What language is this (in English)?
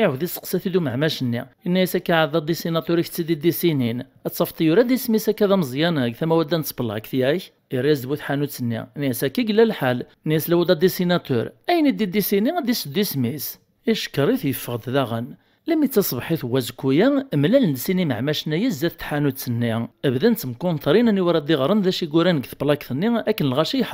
Kabyle